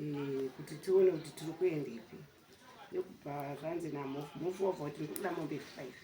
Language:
Shona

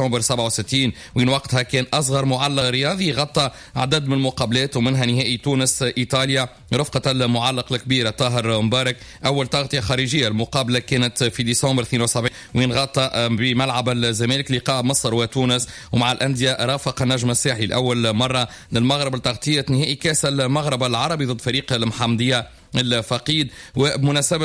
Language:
Tunisian Arabic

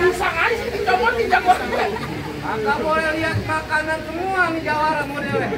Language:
Betawi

